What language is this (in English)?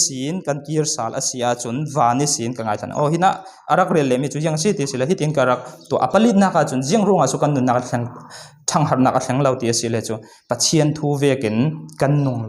Falam Chin